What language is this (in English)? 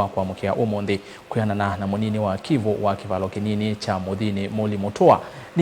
Kamba